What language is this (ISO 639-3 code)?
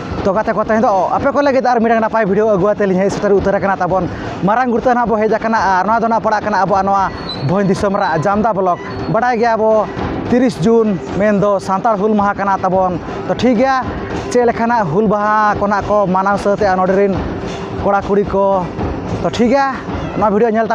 sat